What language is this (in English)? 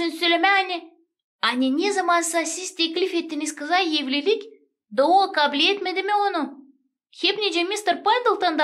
Gagauz